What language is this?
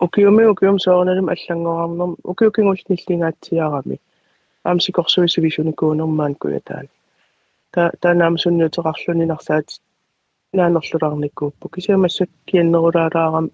Kalaallisut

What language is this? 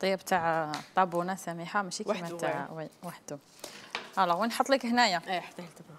Algerian Arabic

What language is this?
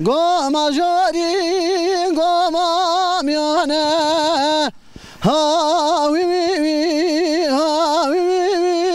Zaza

